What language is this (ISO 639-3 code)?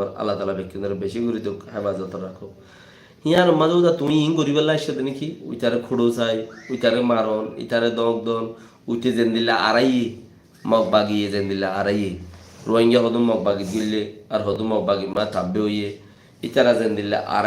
rhg